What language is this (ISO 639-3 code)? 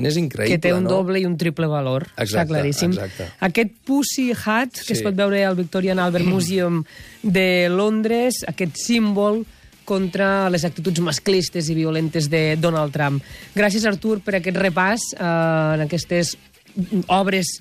cat